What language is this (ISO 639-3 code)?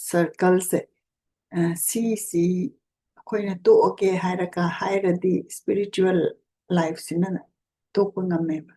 mni